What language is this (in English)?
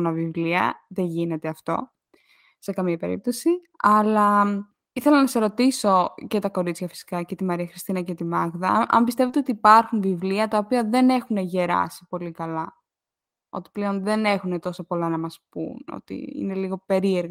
Greek